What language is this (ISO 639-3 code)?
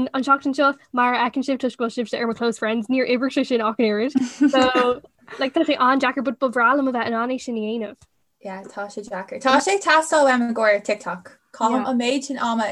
gle